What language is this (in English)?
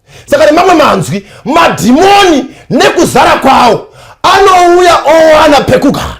Shona